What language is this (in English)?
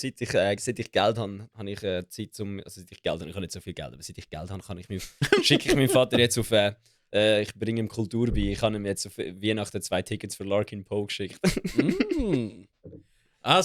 Swiss German